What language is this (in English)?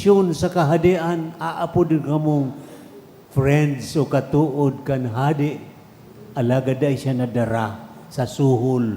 Bikol